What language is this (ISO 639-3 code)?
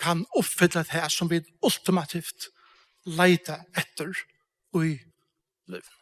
fao